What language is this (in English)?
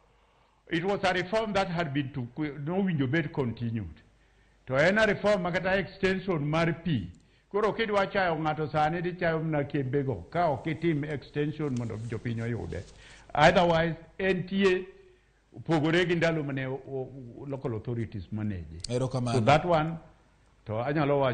Luo (Kenya and Tanzania)